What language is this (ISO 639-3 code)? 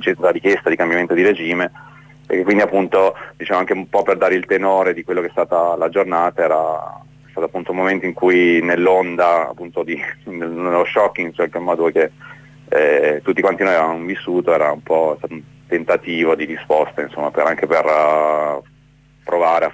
ita